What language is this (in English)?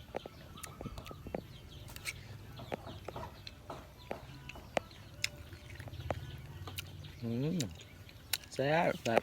Lao